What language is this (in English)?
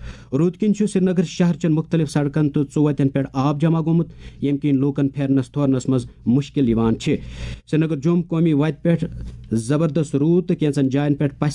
Kashmiri